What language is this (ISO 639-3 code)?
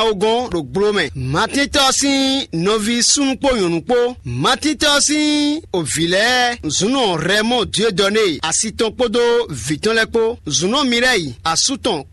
fon